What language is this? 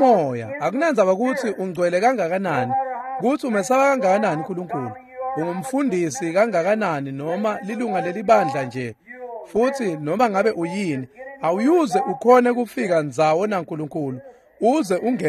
Swati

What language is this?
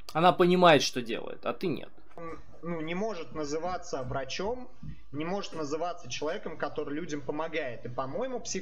Russian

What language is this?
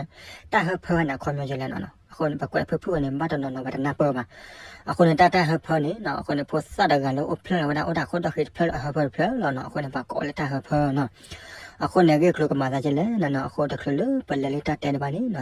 S'gaw Karen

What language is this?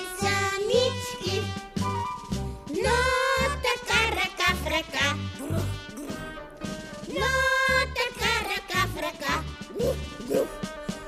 Bulgarian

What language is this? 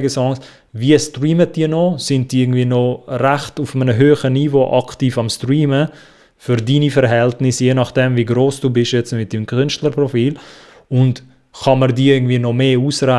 Swiss German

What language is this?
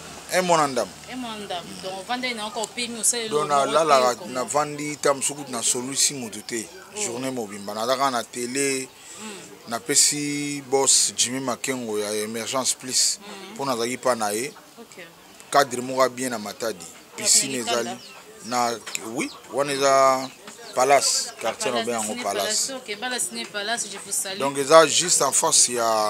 Lingala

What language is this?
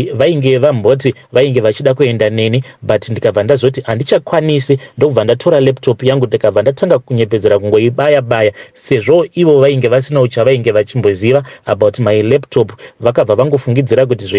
Shona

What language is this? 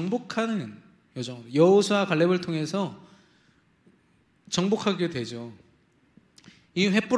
Korean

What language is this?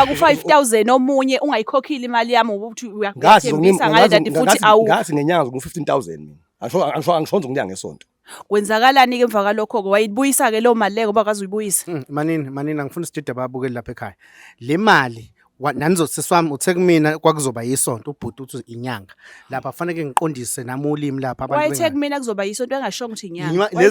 Zulu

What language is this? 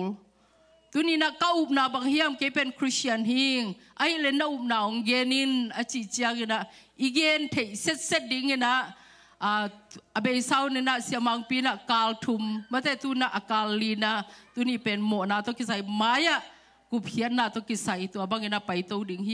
Tedim Chin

